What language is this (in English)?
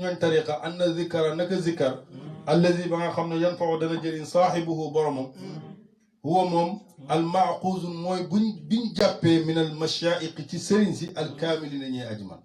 Wolof